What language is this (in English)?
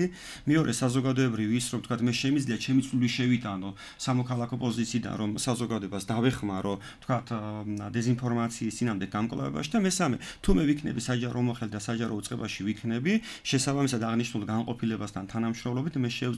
Georgian